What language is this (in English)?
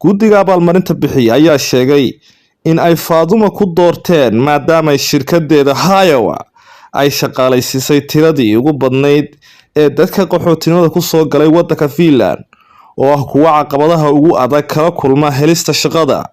Somali